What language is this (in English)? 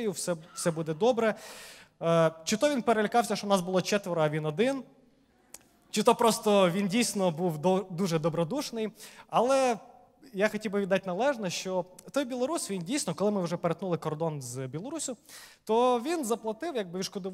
Ukrainian